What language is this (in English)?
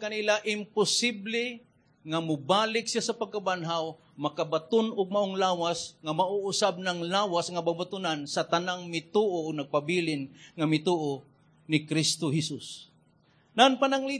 Cebuano